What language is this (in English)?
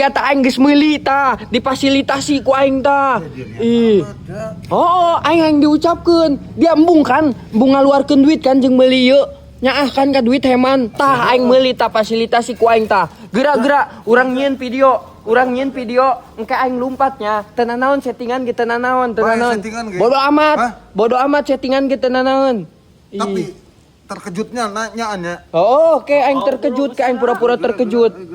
Sundanese